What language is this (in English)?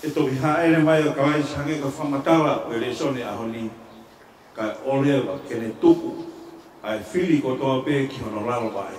Tongan